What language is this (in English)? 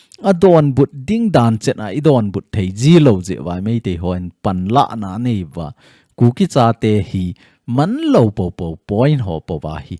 Thado Chin